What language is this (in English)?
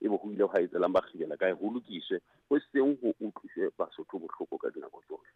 Southern Sotho